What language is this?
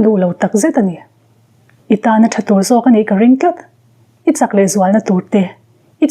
Mizo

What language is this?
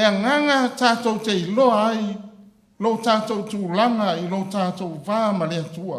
Samoan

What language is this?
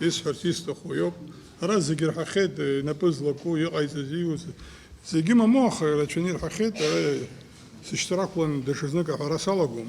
Abkhazian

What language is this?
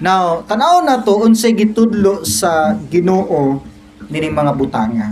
Cebuano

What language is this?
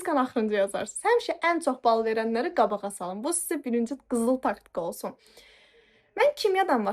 Azerbaijani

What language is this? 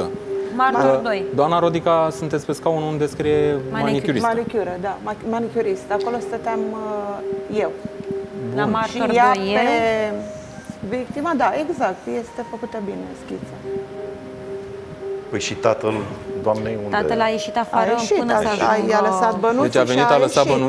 Romanian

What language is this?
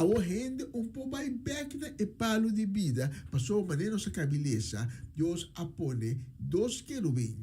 Papiamento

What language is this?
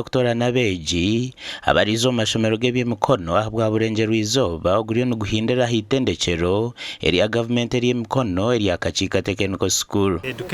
Nyankole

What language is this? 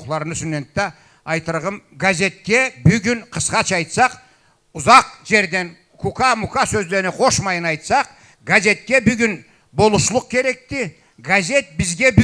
Karachay-Balkar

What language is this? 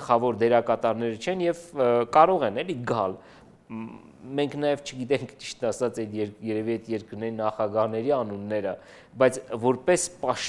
Armenian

